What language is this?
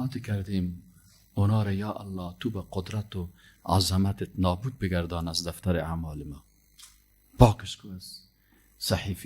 Persian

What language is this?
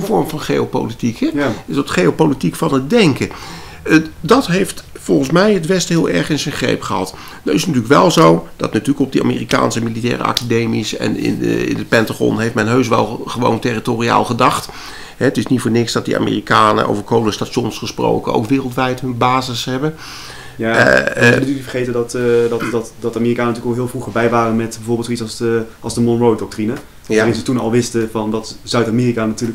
Dutch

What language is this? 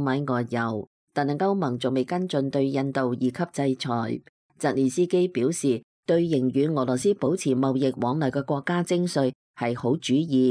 Cantonese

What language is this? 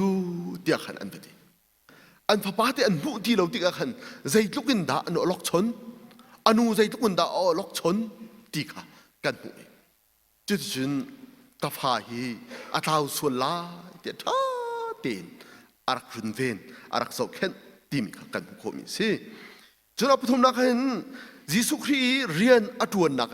Hakha Chin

